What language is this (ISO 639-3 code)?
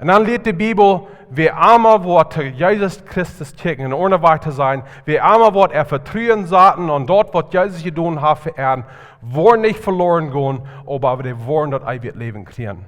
pdt